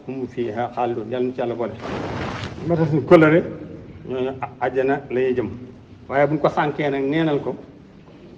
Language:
Wolof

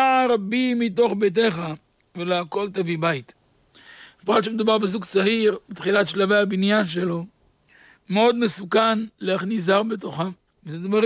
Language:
Hebrew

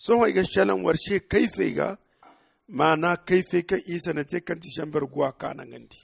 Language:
Zarma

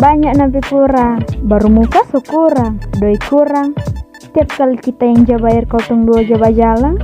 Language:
Manado Malay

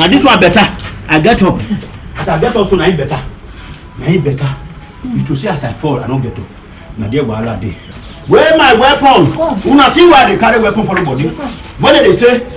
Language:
Nigerian Pidgin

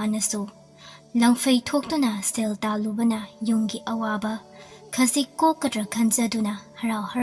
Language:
Manipuri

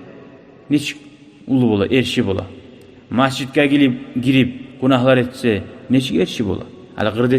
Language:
Kumyk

